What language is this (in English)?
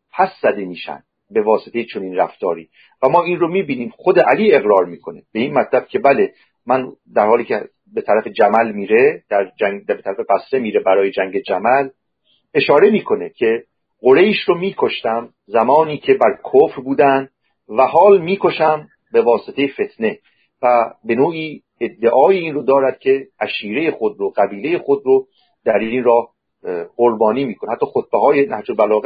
Persian